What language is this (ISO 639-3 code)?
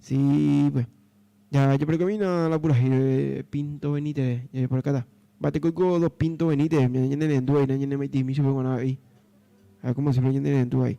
grn